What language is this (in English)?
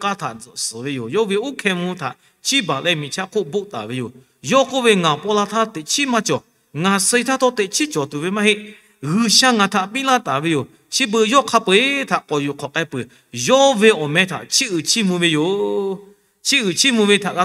Lahu